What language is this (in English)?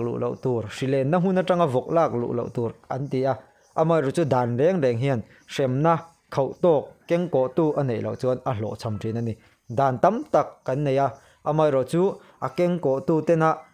Mizo